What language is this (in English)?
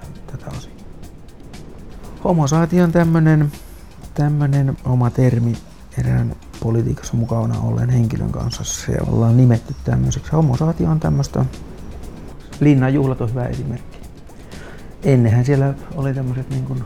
Finnish